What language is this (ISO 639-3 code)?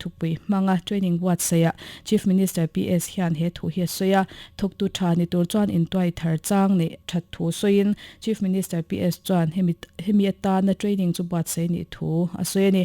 lus